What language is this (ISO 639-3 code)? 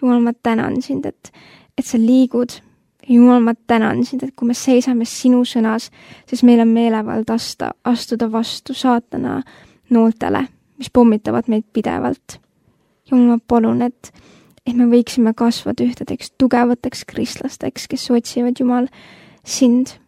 est